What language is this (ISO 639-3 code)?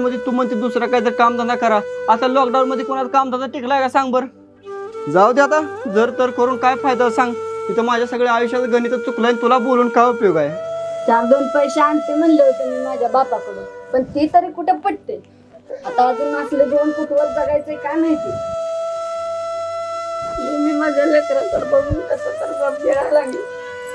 mar